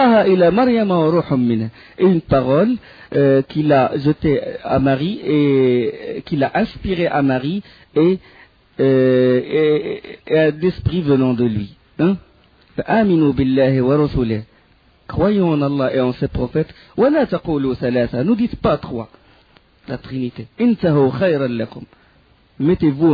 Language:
French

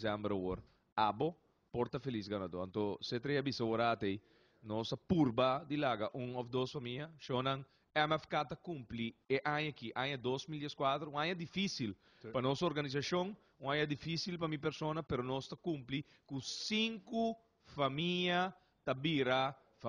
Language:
Papiamento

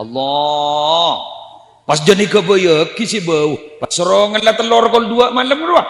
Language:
Madurese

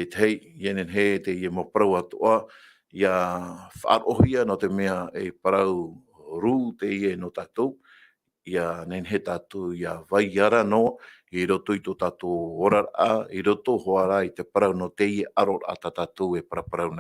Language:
Tahitian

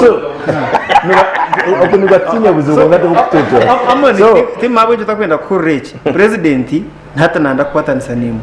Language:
Nyankole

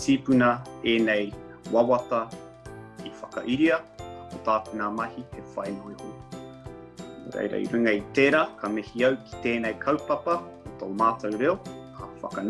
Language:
Māori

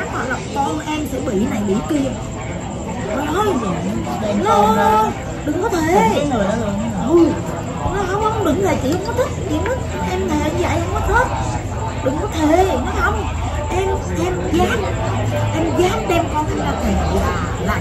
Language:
Vietnamese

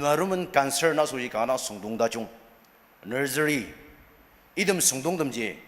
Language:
Ao Naga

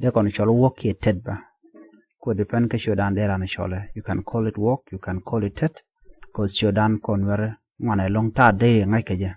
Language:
Nuer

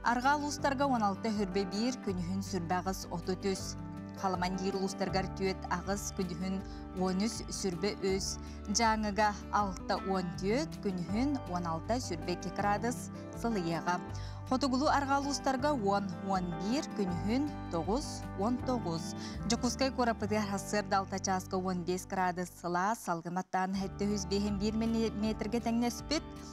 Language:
Yakut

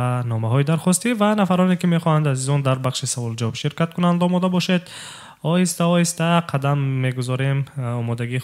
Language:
Tajik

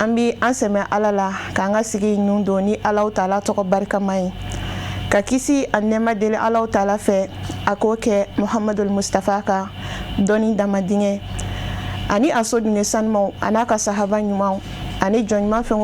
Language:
Bambara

